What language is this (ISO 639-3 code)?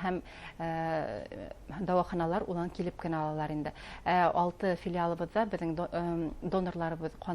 bak